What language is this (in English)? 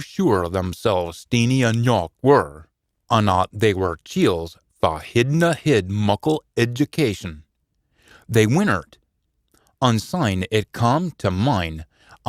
Scots